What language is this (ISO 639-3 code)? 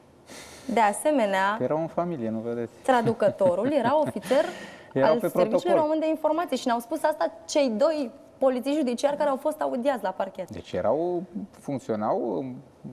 ron